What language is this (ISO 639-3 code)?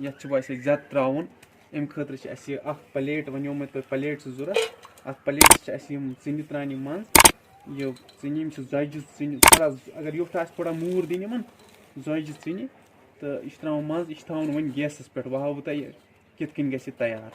kas